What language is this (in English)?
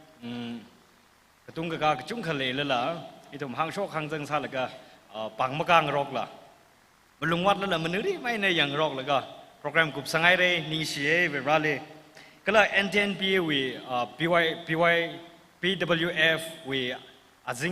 Tangkhul Naga (India)